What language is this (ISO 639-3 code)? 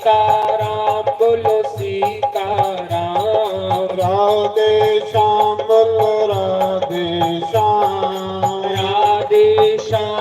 doi